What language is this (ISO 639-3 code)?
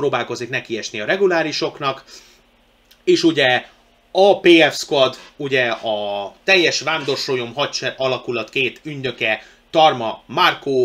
hun